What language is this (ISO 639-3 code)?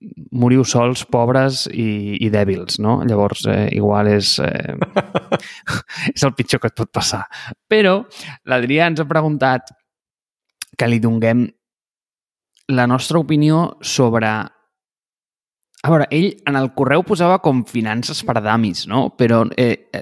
cat